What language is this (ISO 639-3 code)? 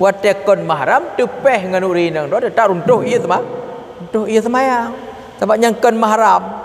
ace